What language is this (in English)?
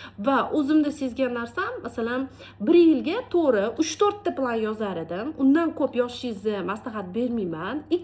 Uzbek